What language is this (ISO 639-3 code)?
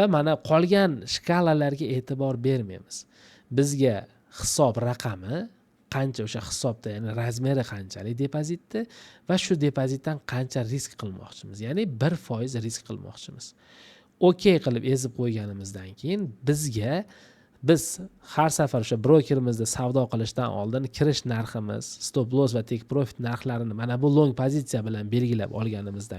uzb